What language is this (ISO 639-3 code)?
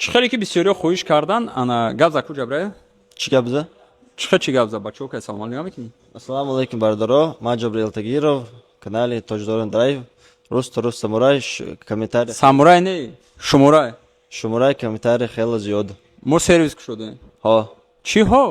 tgk